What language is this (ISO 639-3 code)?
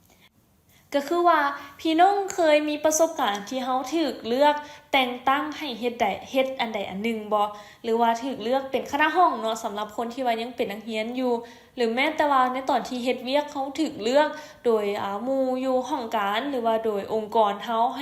lao